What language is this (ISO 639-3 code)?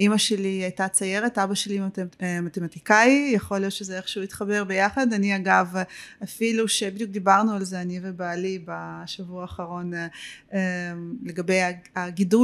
heb